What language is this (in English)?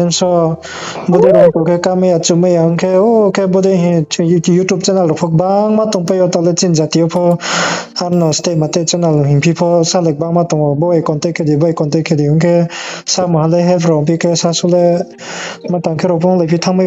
Riang (India)